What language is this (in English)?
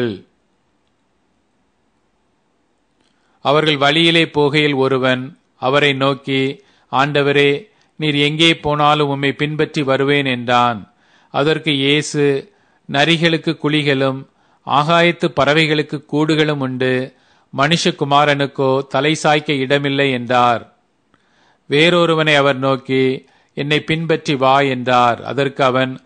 Tamil